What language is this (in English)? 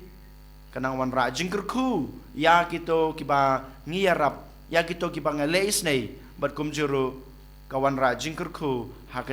Khasi